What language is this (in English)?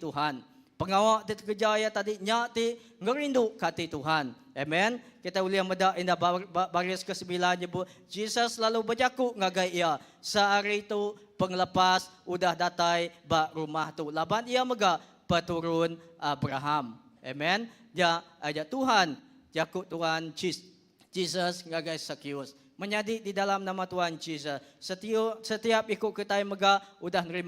Iban